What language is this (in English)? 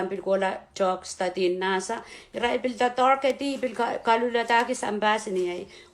Pohnpeian